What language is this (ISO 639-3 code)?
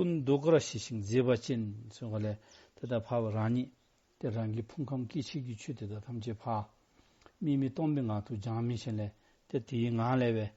dzo